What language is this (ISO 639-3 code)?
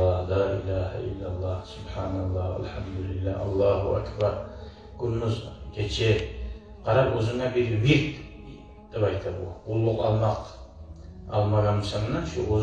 kum